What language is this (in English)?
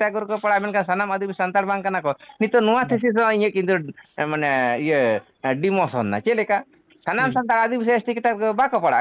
Santali